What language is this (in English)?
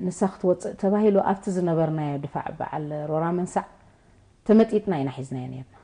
Tigrinya